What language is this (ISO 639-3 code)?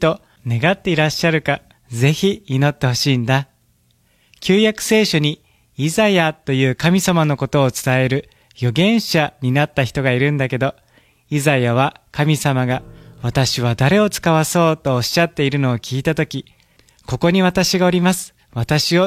jpn